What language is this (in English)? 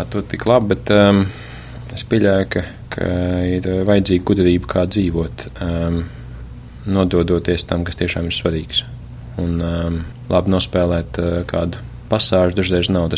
Latvian